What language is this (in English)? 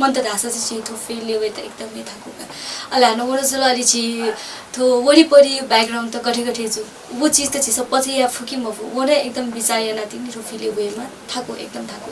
Newari